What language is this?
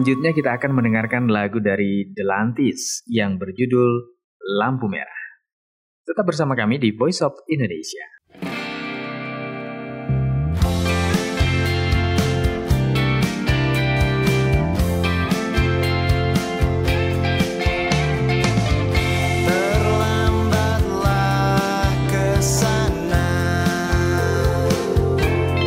Indonesian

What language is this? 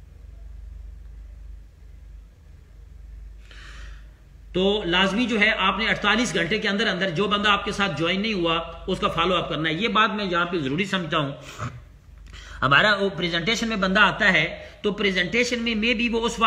Urdu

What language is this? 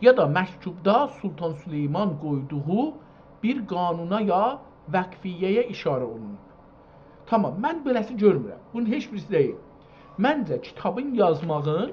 South Azerbaijani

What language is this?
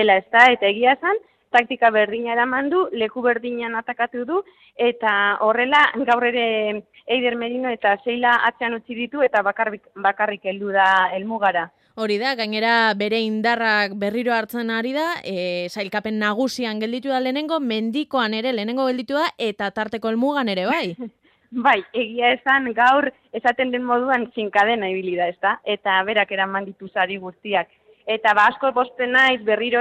Basque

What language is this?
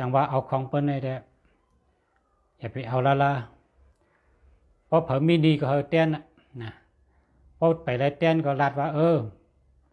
Shan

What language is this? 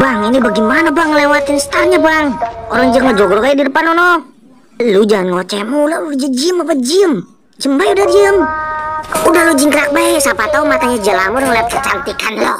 Betawi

